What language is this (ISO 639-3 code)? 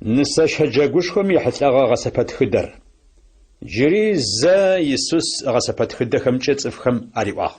ady